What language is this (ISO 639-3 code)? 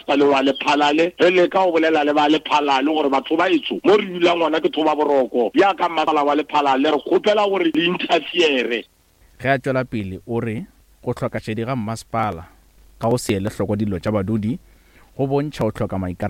nso